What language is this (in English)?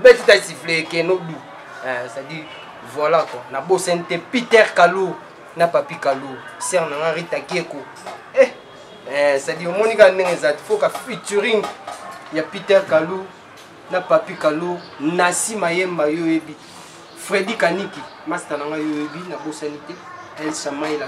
Lingala